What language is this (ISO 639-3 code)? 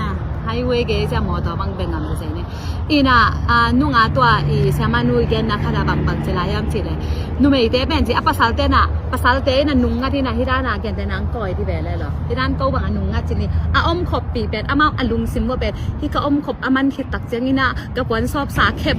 ctd